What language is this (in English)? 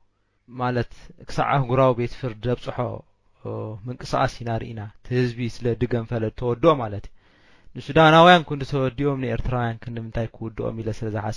Tigrinya